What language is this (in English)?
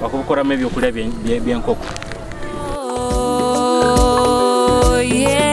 Nyoro